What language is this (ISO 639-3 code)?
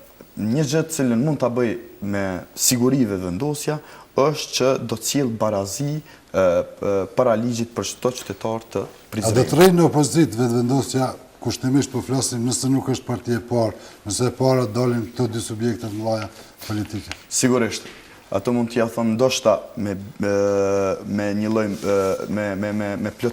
sqi